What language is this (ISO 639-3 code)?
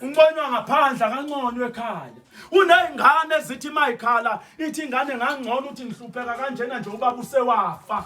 zul